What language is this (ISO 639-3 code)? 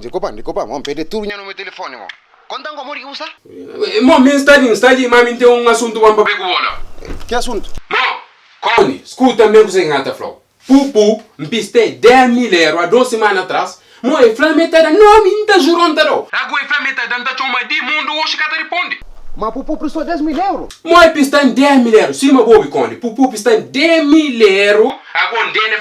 kea